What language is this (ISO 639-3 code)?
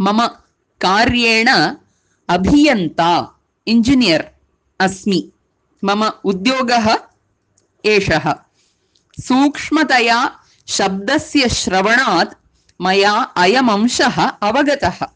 san